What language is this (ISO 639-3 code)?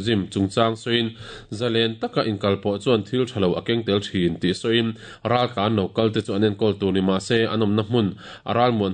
lus